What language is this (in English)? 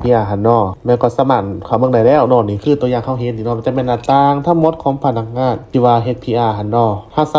Lao